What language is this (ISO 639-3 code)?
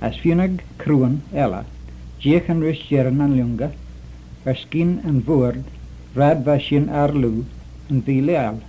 glv